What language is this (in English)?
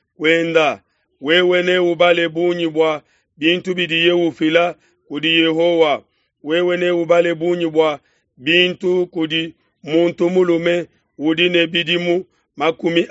Luba-Lulua